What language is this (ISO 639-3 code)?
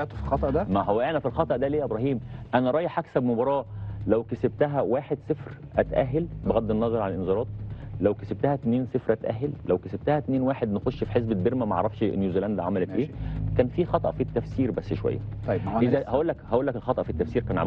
arz